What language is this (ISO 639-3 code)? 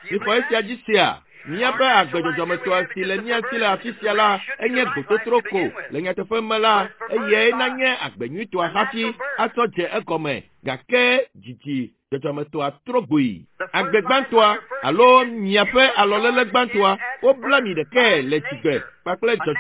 ewe